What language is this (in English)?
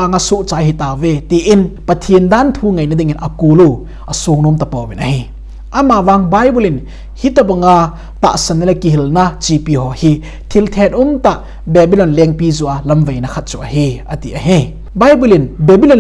Thado Chin